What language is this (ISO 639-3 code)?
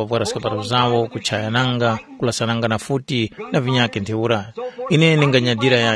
tum